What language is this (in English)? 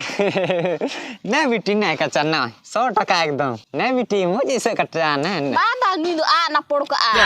Santali